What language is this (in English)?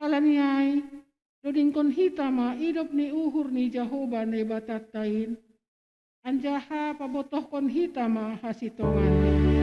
Batak Simalungun